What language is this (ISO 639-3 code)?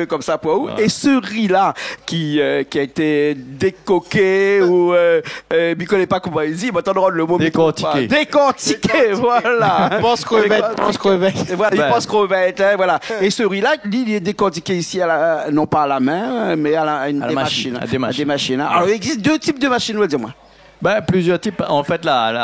rcf